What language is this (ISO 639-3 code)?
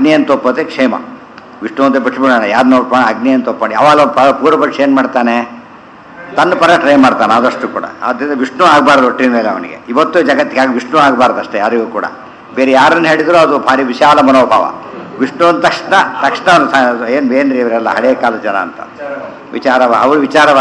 kan